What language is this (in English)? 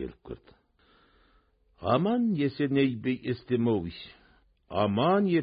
Kazakh